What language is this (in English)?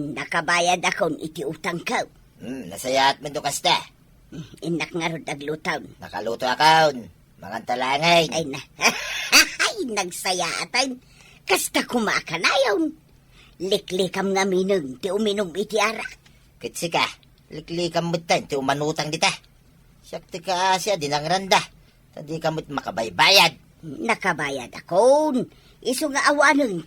Iloko